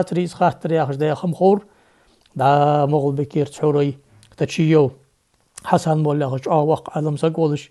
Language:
Ingush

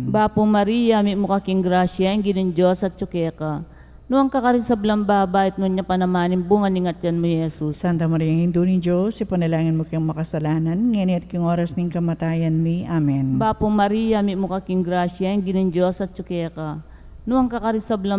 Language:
Pampanga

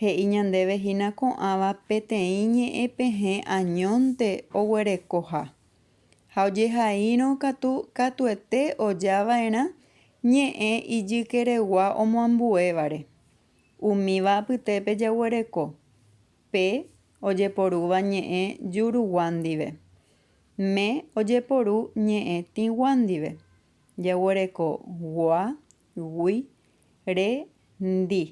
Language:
Guarani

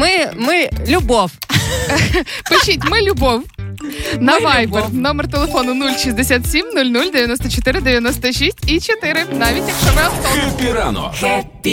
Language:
Ukrainian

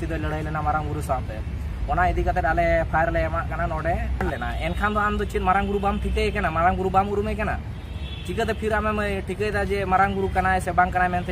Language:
Santali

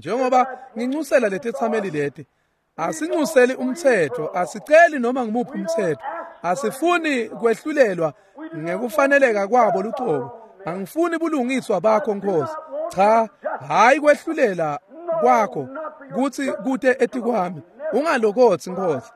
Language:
Swati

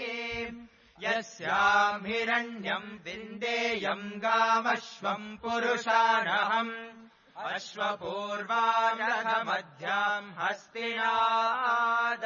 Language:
Sanskrit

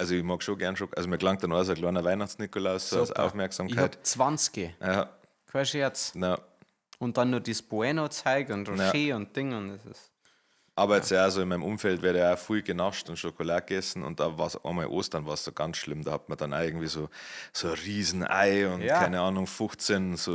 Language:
Bavarian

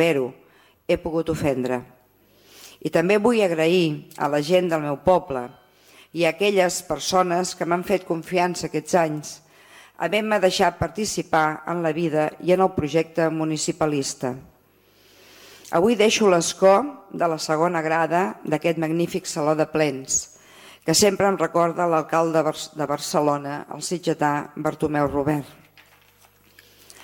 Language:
Catalan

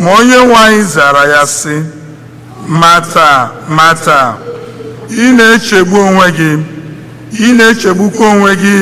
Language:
Igbo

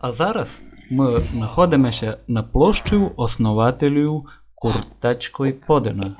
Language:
Rusyn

